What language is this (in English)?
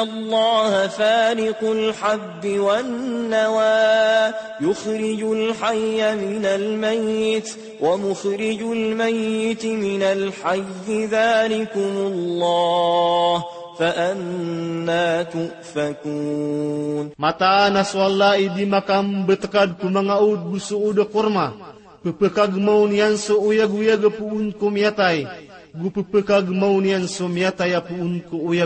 Maranao